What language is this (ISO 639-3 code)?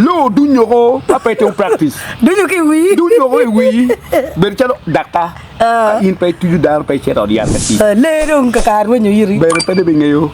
ach